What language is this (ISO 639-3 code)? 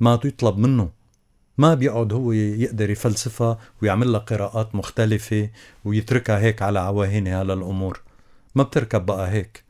apc